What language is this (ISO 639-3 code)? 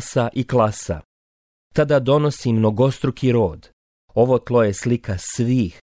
hrv